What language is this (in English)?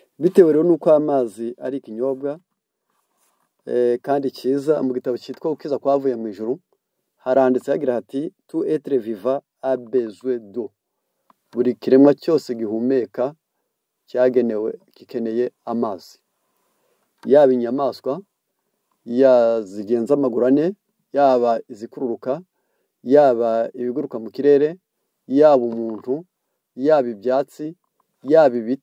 Kinyarwanda